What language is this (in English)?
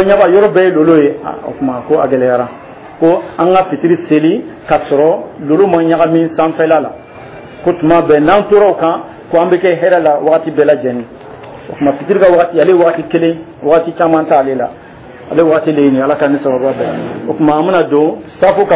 Dyula